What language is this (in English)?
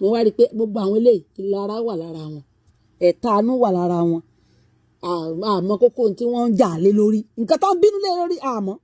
Yoruba